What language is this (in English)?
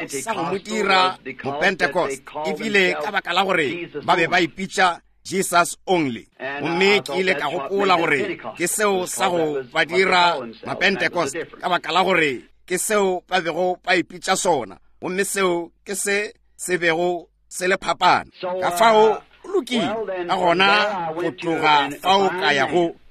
Northern Sotho